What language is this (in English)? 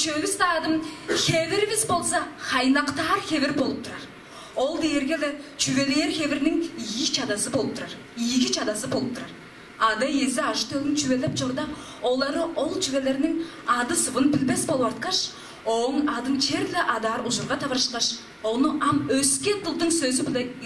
Tuvinian